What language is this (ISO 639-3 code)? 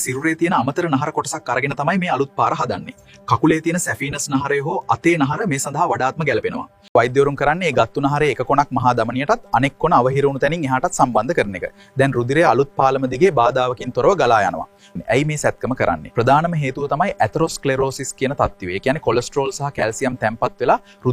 sin